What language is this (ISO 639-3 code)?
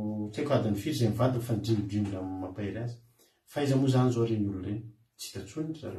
mlg